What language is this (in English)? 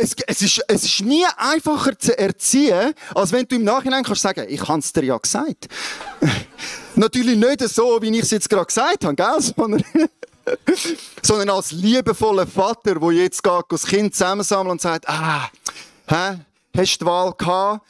Swiss German